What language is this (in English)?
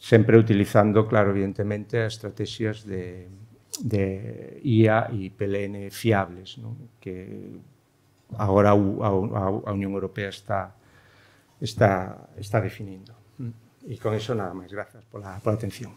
Galician